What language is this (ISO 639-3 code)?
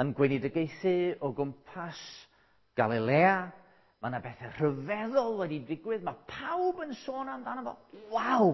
cym